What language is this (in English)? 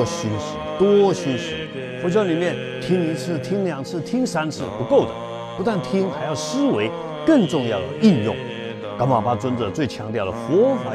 Chinese